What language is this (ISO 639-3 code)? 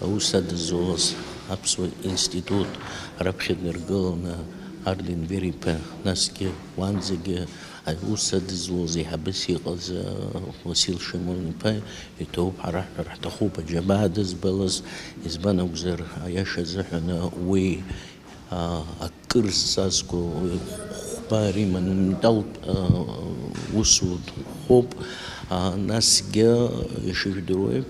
abk